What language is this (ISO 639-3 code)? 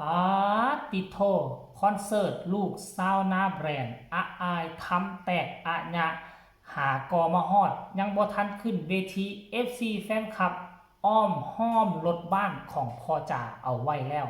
tts